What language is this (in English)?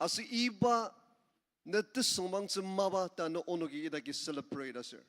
Ao Naga